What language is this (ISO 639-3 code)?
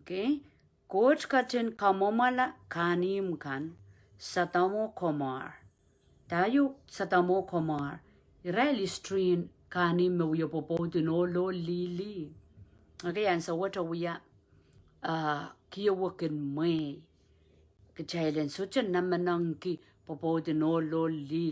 pon